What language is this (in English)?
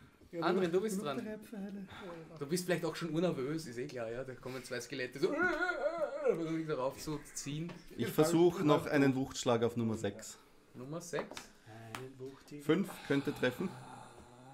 German